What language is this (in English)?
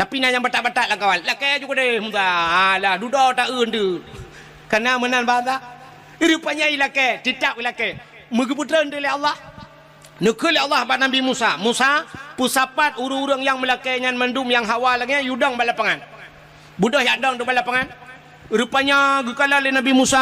Achinese